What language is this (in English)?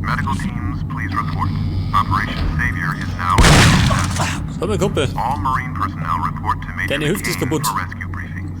Bavarian